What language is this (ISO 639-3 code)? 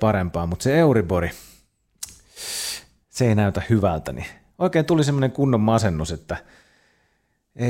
fin